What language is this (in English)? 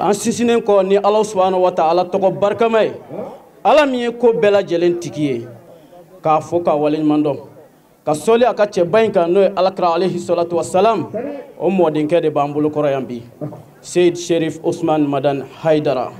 Bambara